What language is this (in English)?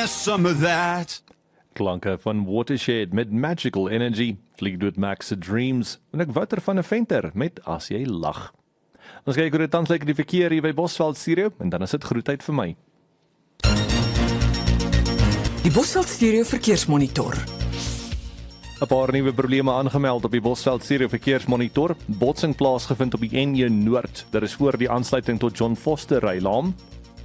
Afrikaans